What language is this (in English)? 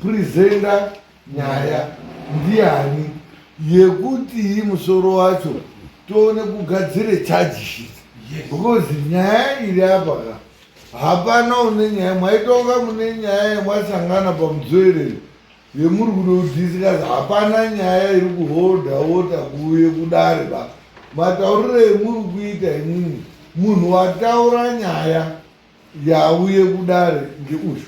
Shona